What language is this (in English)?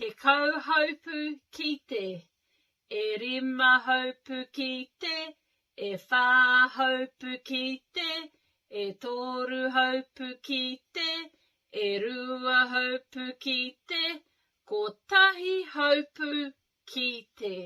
Māori